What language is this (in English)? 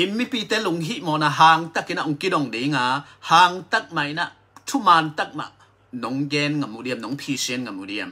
Tedim Chin